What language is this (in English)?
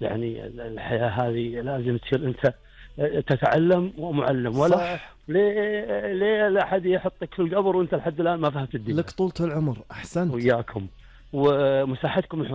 Gulf Arabic